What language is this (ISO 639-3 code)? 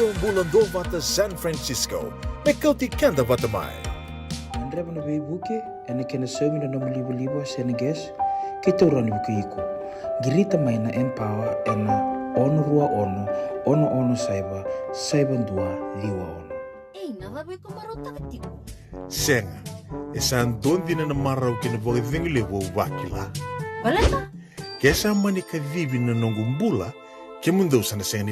fij